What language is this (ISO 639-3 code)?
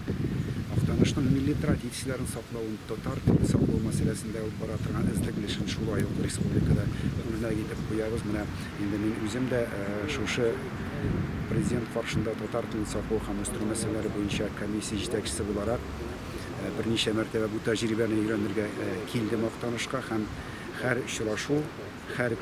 tat